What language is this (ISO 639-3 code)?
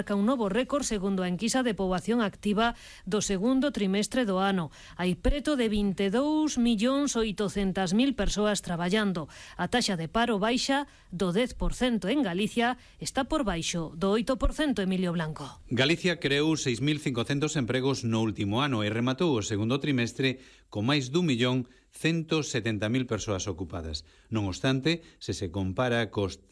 glg